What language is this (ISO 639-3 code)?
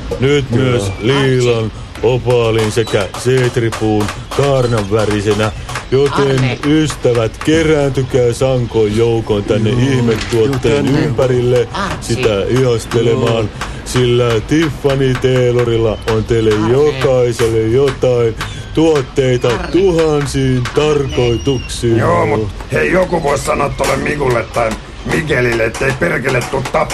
fin